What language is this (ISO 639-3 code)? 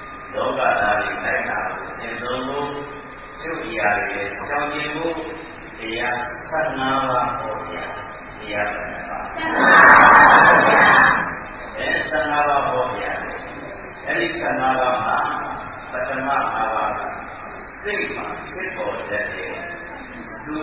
mya